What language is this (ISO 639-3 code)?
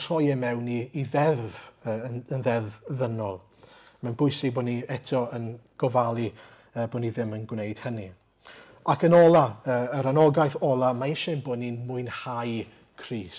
cym